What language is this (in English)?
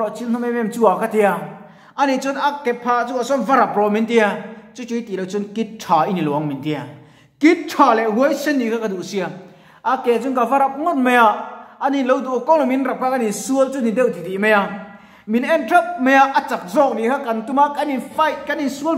Mizo